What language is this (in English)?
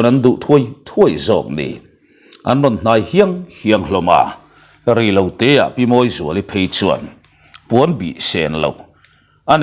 Mizo